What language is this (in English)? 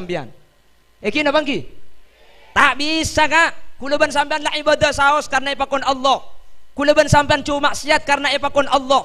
Madurese